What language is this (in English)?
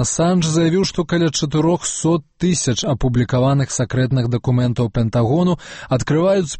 Belarusian